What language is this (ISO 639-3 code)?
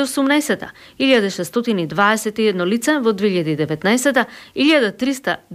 mkd